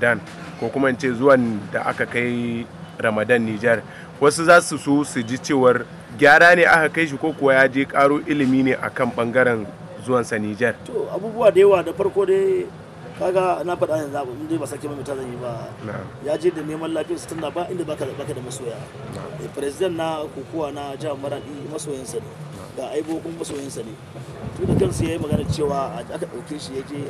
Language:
Hausa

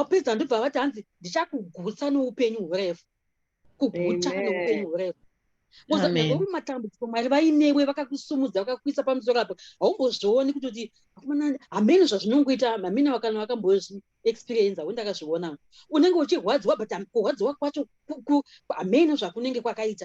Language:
Shona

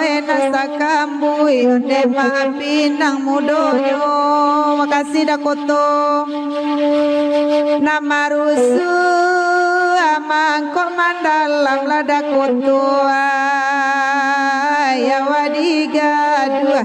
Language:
Minangkabau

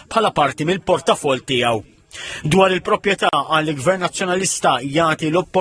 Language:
Maltese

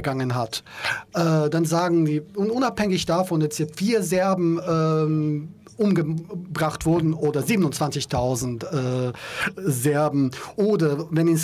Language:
German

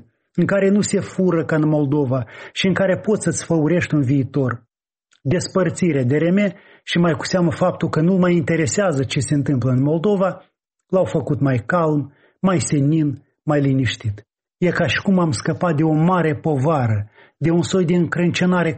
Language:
Romanian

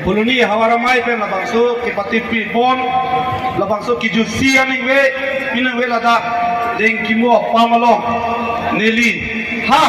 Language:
Karbi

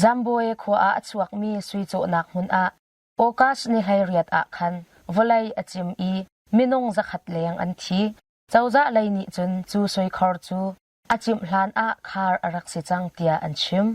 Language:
Hakha Chin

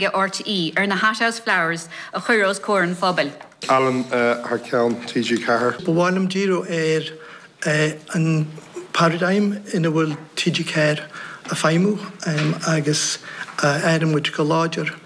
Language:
Irish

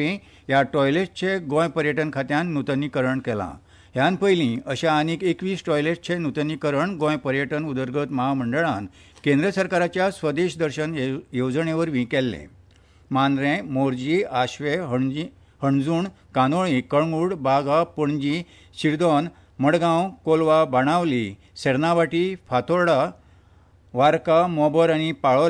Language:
Konkani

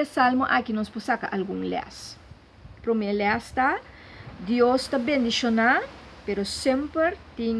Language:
Papiamento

